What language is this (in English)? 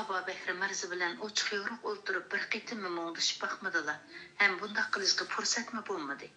Uyghur